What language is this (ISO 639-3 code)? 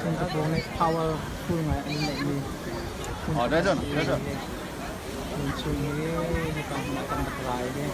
cnh